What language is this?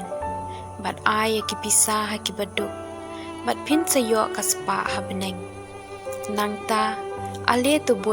Khasi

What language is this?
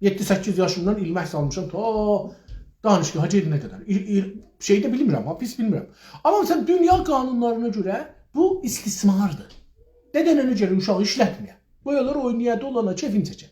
South Azerbaijani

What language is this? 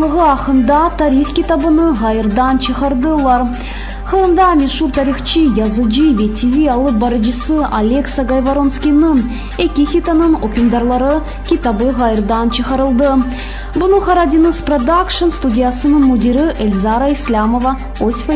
Crimean Tatar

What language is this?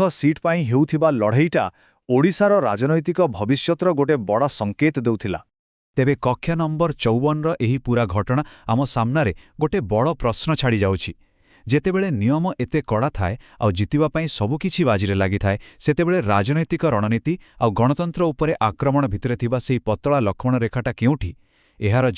Odia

